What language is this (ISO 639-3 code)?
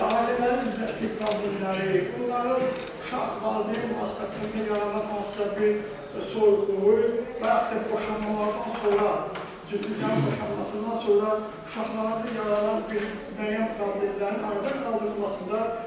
aze